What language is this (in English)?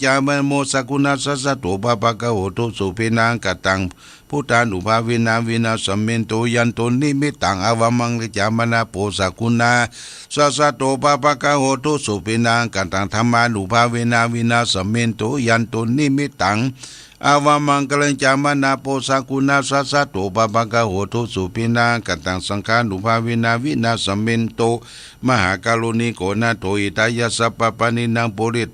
Pali